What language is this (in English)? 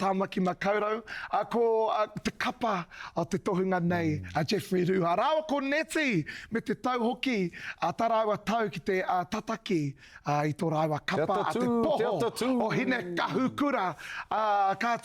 Māori